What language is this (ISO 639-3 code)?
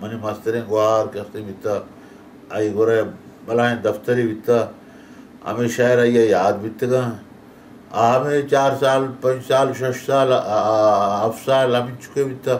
bal